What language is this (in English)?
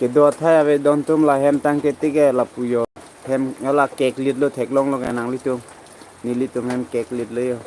Karbi